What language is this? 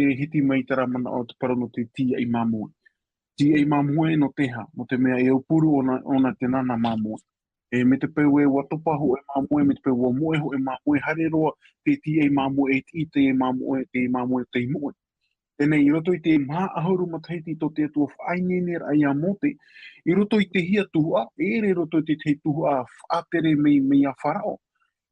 Tahitian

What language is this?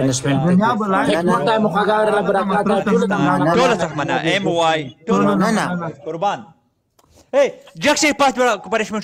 Pashto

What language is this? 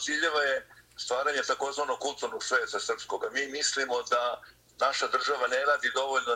Serbian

